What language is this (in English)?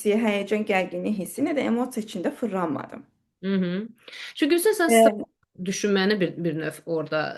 Azerbaijani